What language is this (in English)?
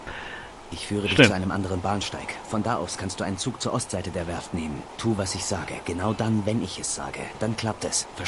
Bavarian